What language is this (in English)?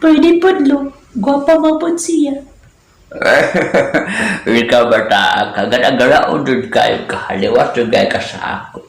Cebuano